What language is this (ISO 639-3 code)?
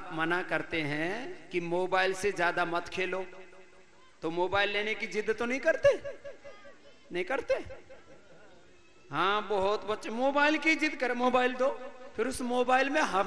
hin